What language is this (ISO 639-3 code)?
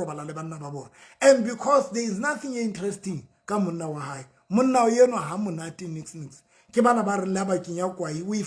sot